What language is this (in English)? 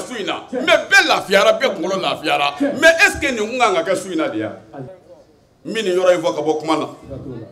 Bambara